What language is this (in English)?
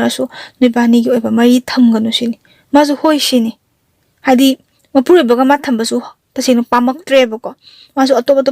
Manipuri